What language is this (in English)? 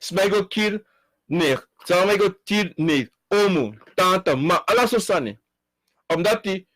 Sranan Tongo